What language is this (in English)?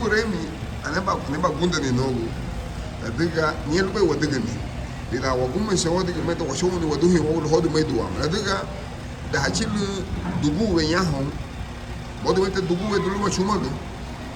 Garifuna